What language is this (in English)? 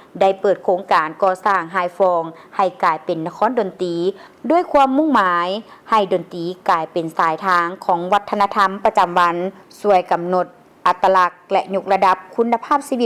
Lao